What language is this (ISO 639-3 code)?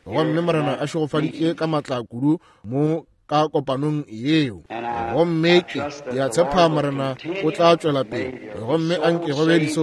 nso